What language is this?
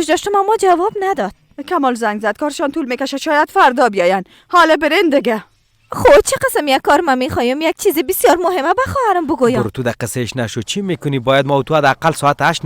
Persian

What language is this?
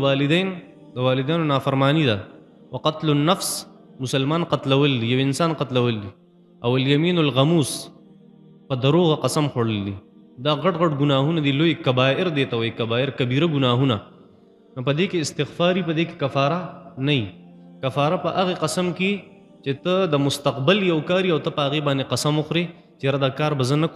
Pashto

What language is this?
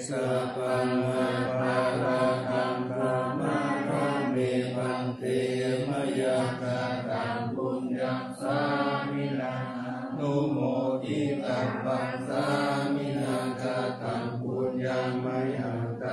Pali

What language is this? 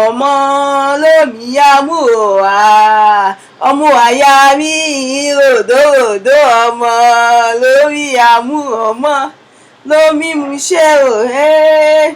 Yoruba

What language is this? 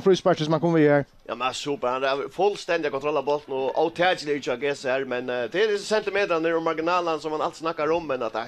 Faroese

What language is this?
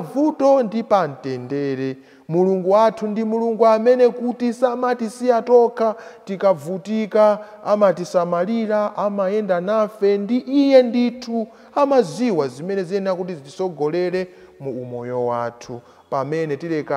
Nyanja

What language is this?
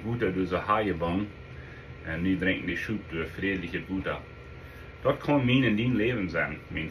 Plautdietsch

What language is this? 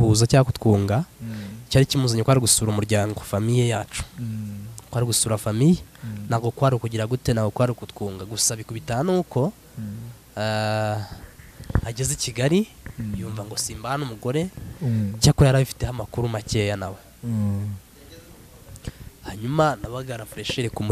Kinyarwanda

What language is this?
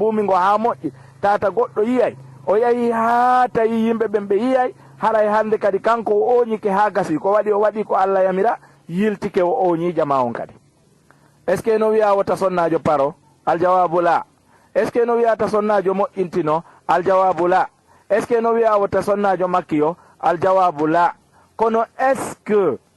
Fula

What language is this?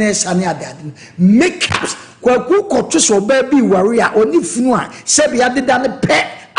Akan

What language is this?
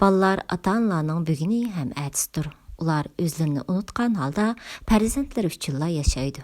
Uyghur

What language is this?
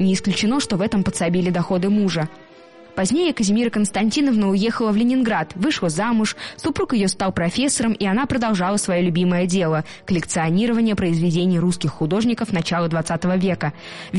Russian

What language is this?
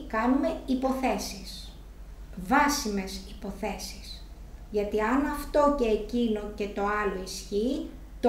Greek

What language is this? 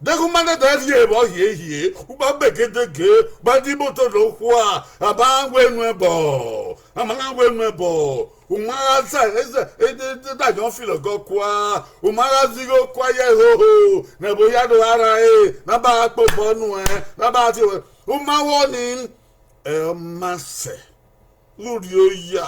Bini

